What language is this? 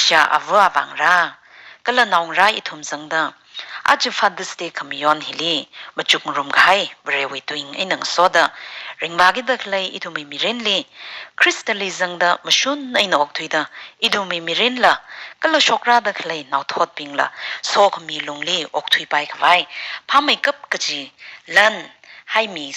Tangkhul Naga (India)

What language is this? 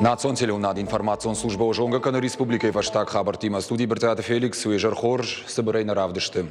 Ossetic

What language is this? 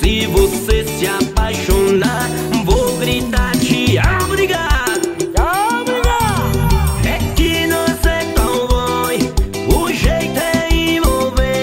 Portuguese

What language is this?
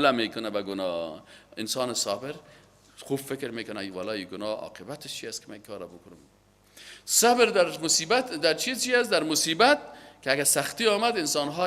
Persian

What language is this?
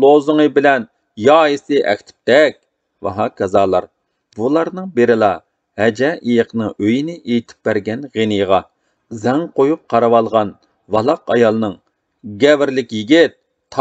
Uyghur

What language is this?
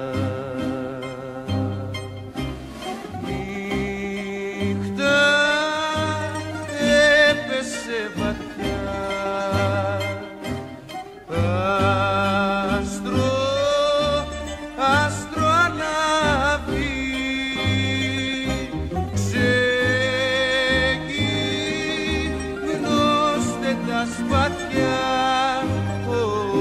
Greek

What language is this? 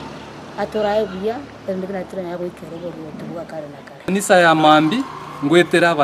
Gusii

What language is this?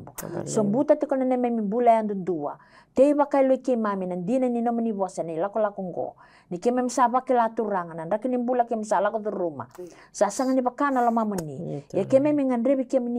Fijian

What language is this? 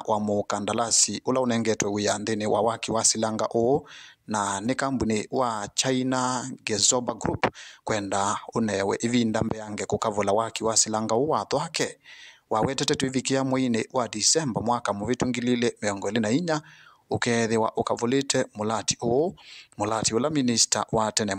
Kamba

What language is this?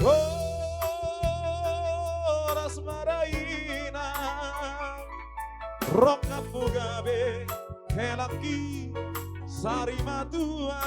Batak Toba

